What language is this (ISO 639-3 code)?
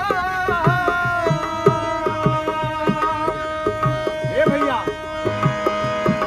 bho